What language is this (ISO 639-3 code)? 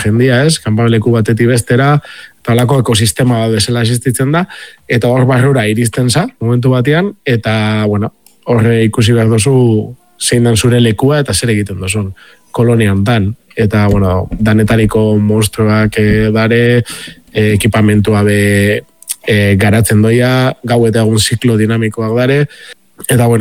eus